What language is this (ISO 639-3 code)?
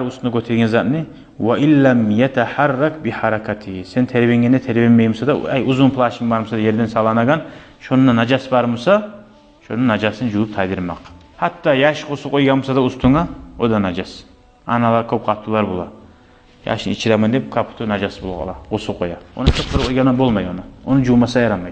kum